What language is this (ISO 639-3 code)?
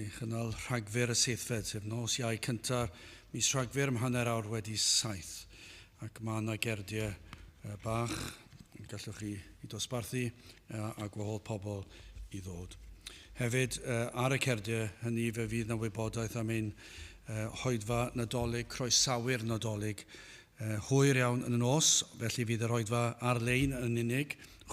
cym